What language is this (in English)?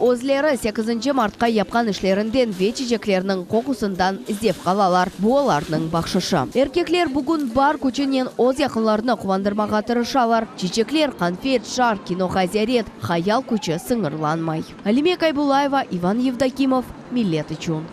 Crimean Tatar